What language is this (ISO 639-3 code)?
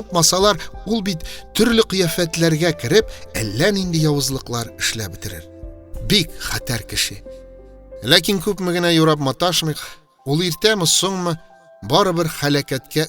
tat